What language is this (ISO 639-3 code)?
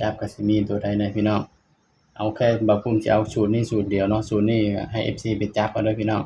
tts